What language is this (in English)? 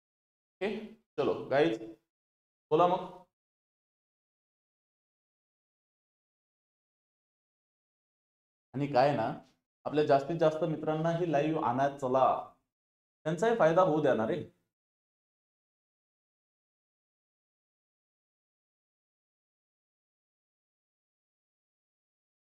Marathi